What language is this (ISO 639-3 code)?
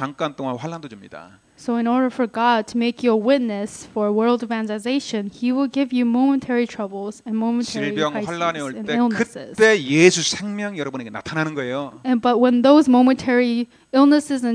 kor